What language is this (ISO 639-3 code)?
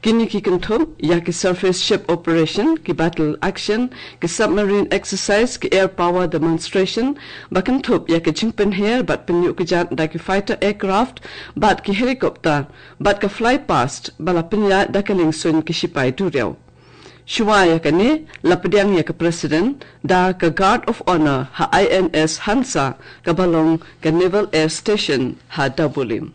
kha